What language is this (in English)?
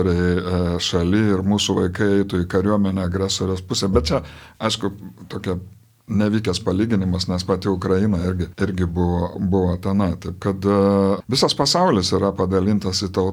Lithuanian